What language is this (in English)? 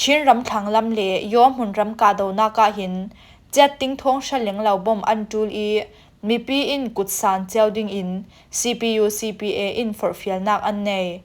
Falam Chin